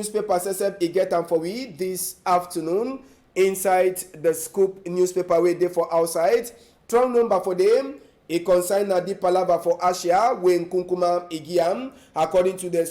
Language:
Cameroon Pidgin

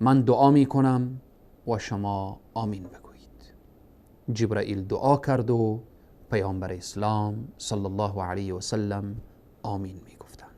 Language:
Persian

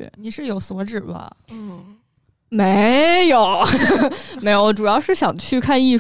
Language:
Chinese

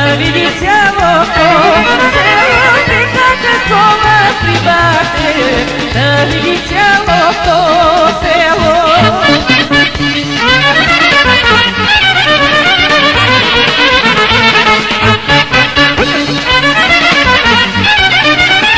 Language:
Bulgarian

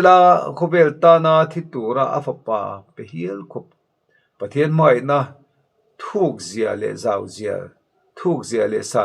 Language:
Mizo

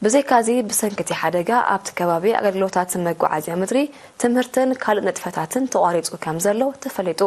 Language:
Tigrinya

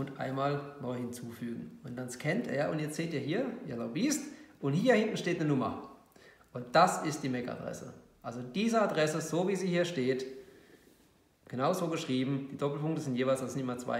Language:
German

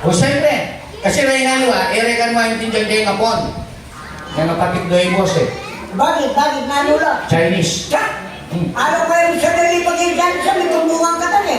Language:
Pampanga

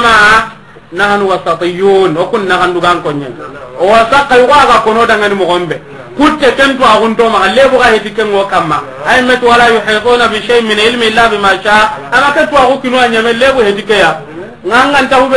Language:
Soninke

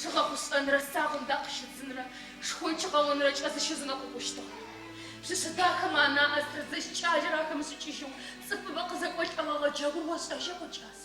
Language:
Adyghe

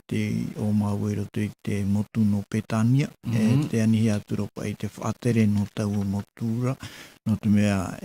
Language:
Tahitian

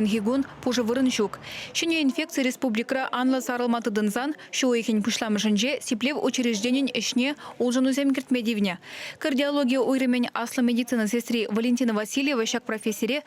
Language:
Chuvash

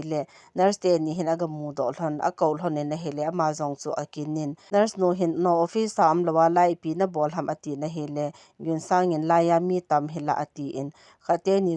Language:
Thado Chin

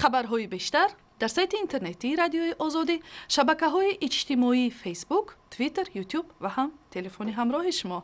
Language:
Tajik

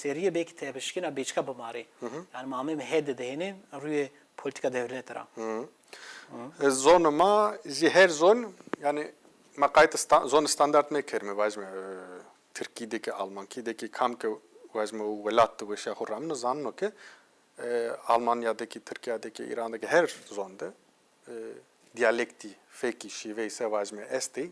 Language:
Zaza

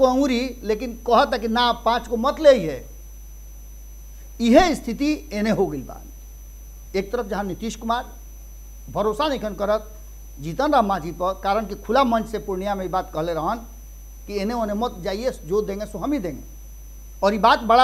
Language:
Bhojpuri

